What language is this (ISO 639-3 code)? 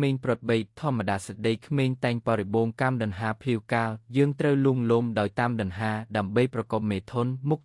khm